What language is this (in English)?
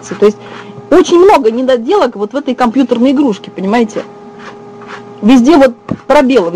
Russian